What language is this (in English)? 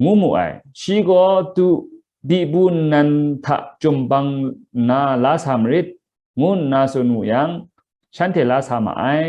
Kachin